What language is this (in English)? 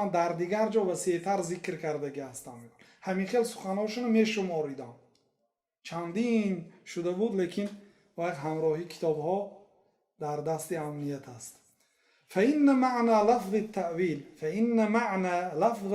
Tajik